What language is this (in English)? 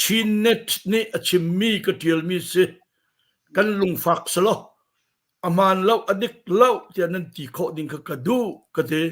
Hakha Chin